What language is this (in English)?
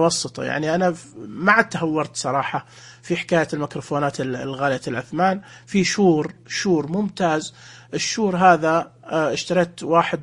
Najdi Arabic